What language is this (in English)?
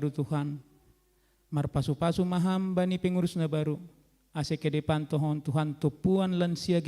Batak Simalungun